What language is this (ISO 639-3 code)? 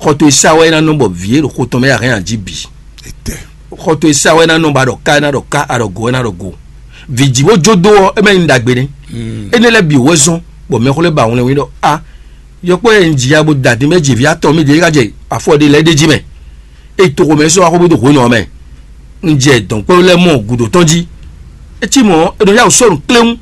fon